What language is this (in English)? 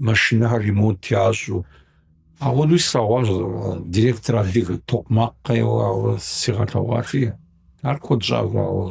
Kabardian